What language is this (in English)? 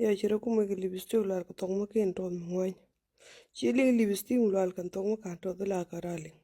Nuer